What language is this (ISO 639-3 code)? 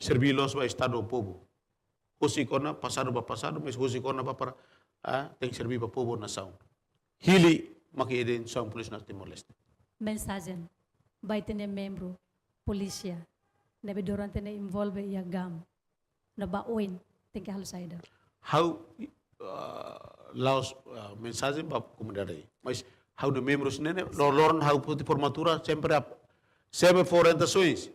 tet